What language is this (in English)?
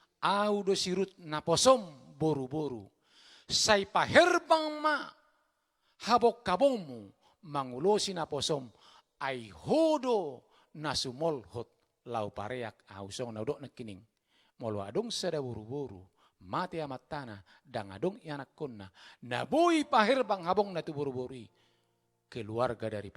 Batak Toba